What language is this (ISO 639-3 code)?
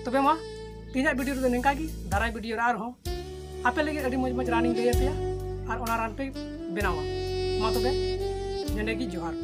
sat